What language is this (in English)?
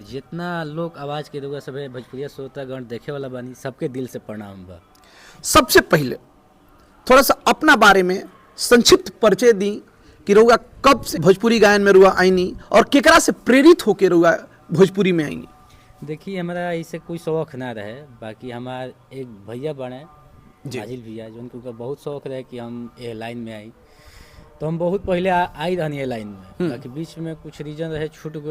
Bhojpuri